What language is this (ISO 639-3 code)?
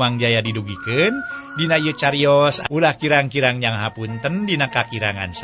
sun